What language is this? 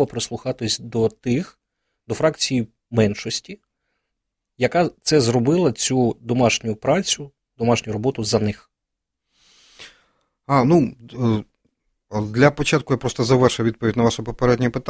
Ukrainian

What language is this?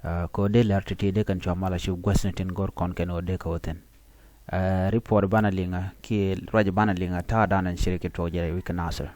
Nuer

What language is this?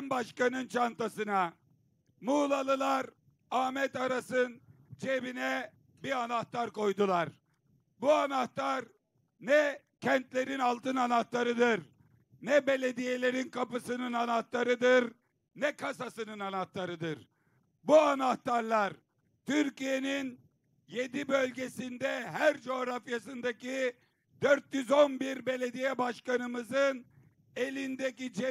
Turkish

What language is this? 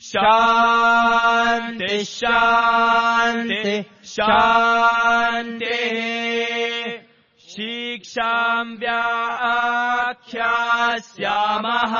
Sanskrit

